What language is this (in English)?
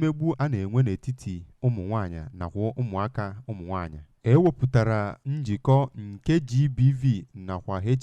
Igbo